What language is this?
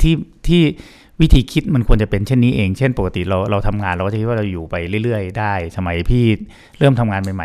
Thai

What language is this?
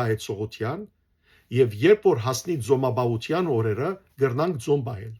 Western Armenian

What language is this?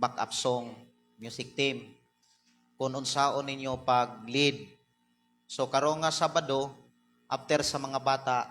Cebuano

